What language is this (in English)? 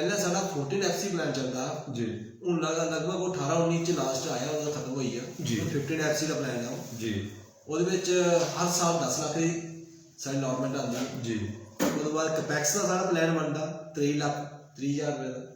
Dogri